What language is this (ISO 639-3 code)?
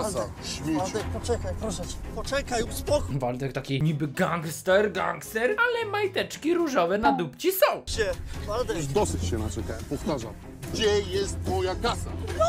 pol